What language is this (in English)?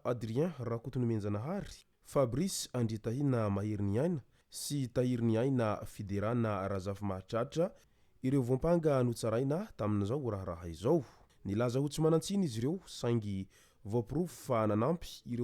Malagasy